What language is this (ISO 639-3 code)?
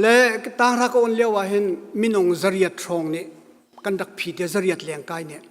cnh